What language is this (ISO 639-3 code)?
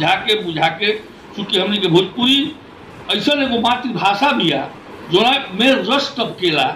bho